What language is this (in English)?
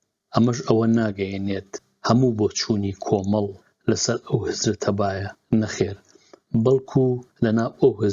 Central Kurdish